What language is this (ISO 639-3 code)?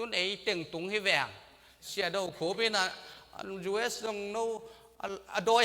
ctd